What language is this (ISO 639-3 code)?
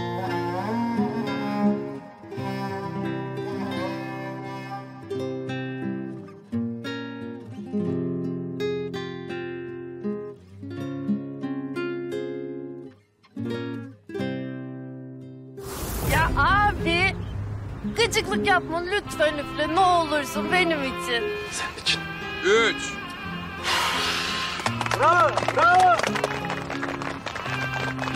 tur